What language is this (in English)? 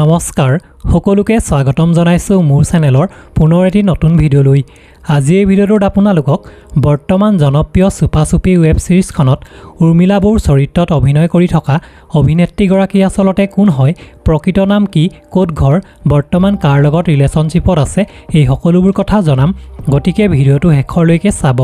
Assamese